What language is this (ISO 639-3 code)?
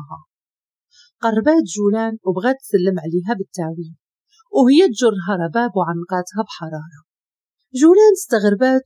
ary